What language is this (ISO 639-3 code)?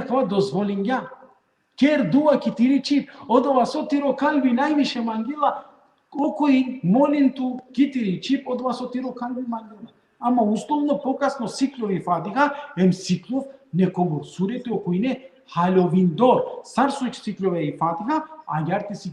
rmn